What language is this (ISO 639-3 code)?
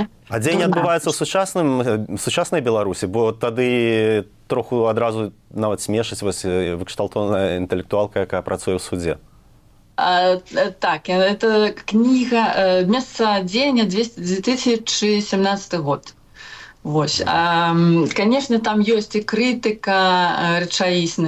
bel